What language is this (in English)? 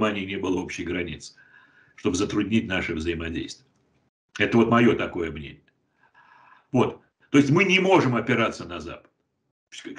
Russian